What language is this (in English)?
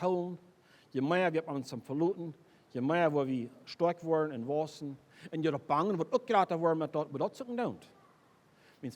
Plautdietsch